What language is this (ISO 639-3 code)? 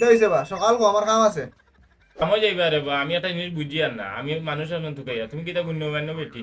syl